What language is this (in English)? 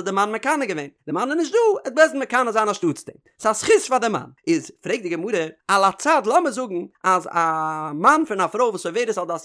Yiddish